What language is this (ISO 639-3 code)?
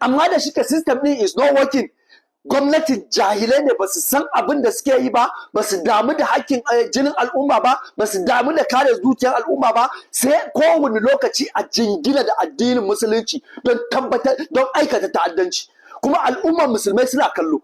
hau